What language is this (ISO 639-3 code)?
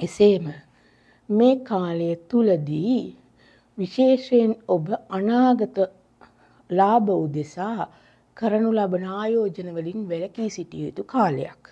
sin